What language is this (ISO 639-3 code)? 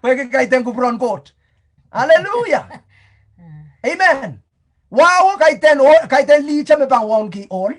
pon